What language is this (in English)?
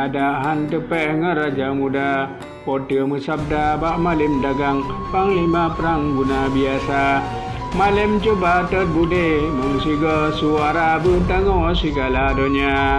Achinese